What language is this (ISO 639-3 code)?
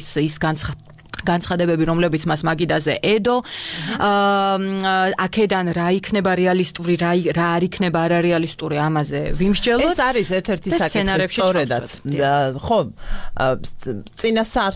kat